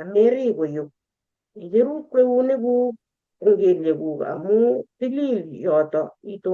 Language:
Kalenjin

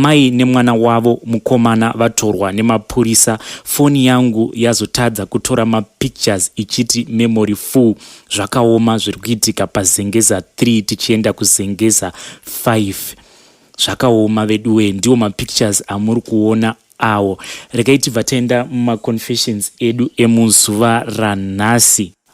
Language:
Shona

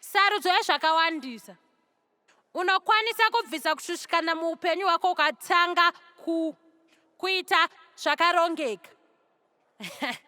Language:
Shona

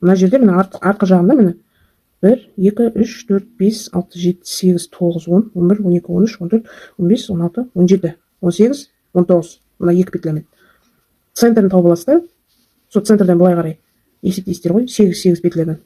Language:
Kazakh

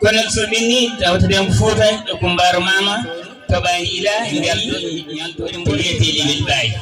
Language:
Fula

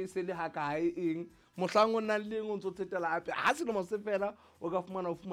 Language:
Southern Sotho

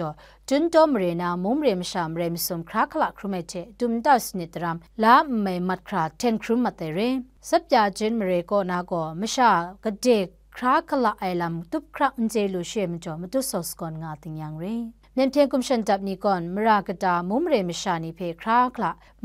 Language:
Kachin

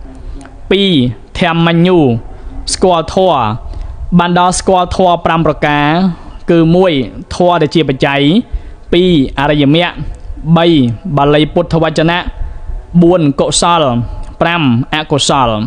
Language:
Khmer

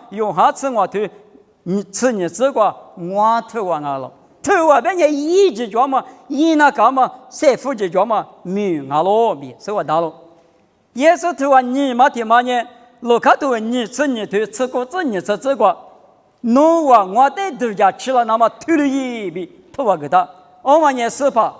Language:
Lisu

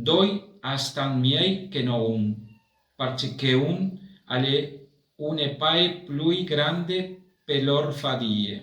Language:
Friulian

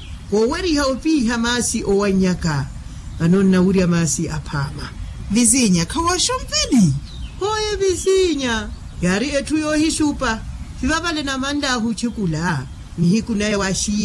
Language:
Makhuwa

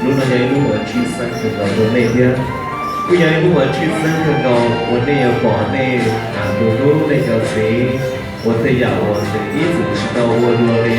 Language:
Hmong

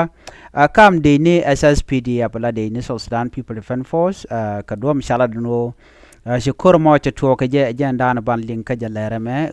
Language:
Nuer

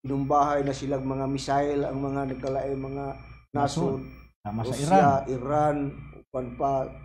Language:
Cebuano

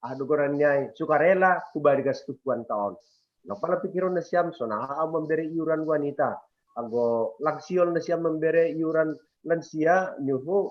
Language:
Batak Simalungun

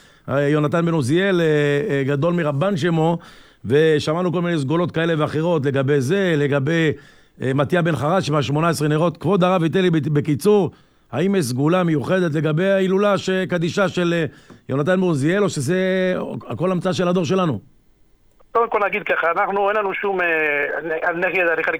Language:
Hebrew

